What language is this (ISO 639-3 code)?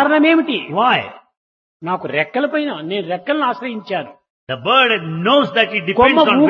tel